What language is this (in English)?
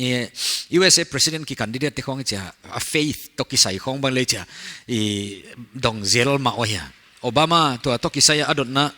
Paite Chin